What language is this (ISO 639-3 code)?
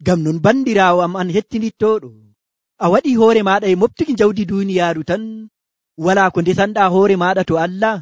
fuv